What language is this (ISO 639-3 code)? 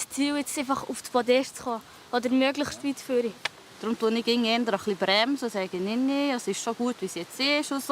gsw